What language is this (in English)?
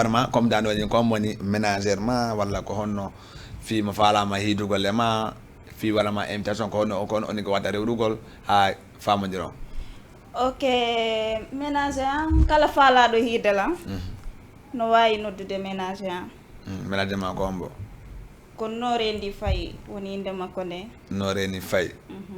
Fula